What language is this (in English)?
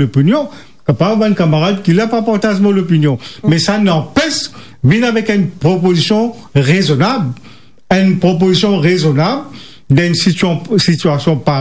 Morisyen